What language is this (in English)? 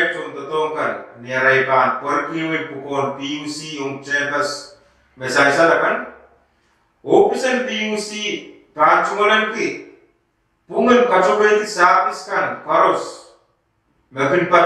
Pohnpeian